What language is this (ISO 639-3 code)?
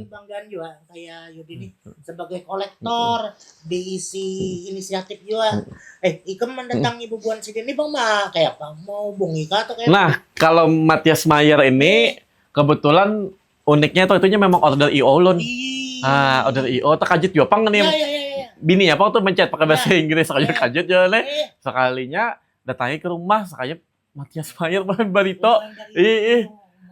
bjn